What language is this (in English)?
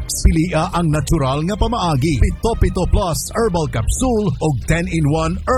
Cebuano